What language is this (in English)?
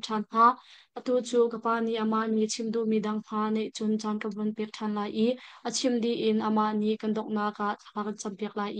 Hakha Chin